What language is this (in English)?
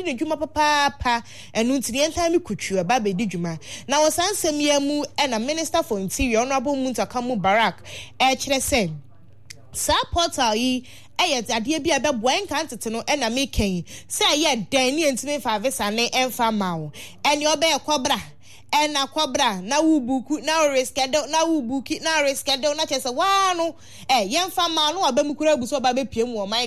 Akan